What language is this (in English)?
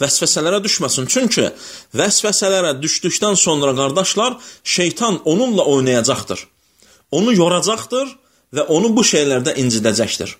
Azerbaijani